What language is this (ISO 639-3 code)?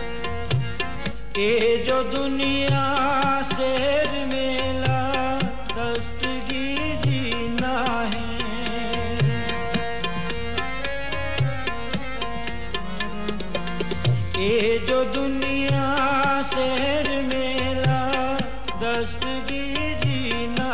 pan